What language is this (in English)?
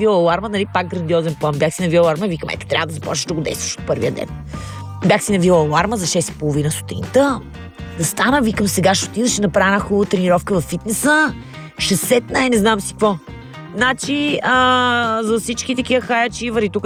Bulgarian